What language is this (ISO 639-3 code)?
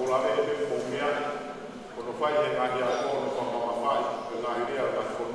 ton